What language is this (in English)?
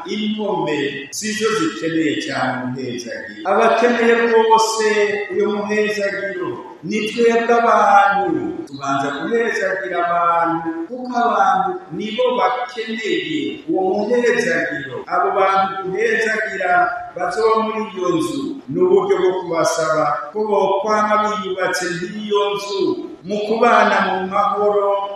Rundi